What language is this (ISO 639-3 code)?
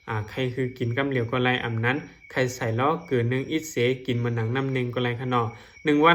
shn